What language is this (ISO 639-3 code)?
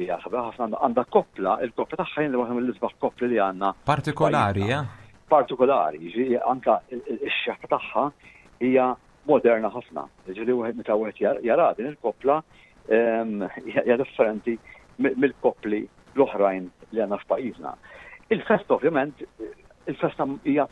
mlt